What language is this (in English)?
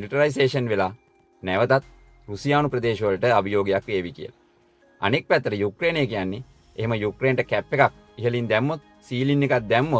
Sinhala